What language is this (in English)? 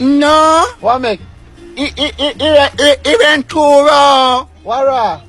Jamaican Creole English